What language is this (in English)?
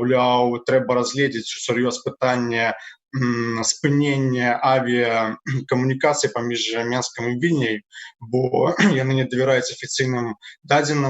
Belarusian